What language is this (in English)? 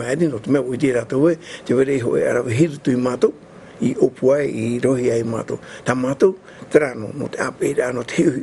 Tahitian